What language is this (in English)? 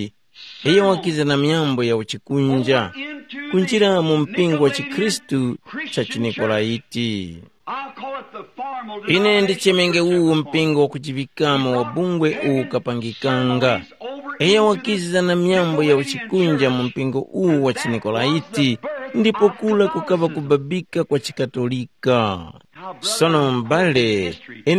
Tumbuka